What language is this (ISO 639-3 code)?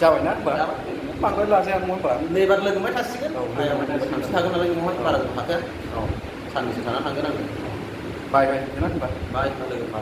brx